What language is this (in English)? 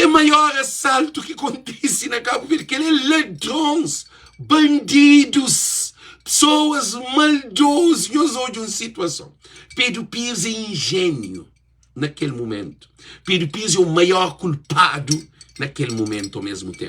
Kabuverdianu